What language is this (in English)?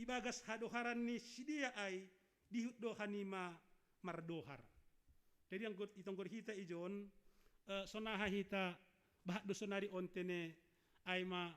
Batak Simalungun